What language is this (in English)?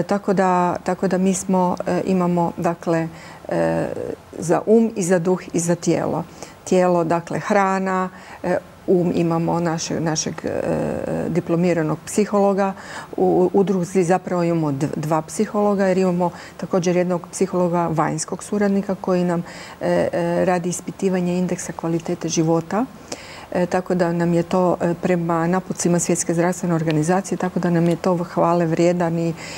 Croatian